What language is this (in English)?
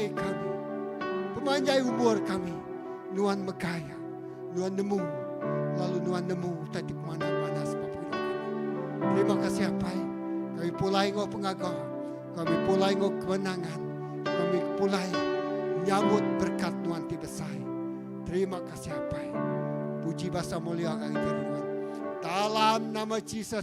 Iban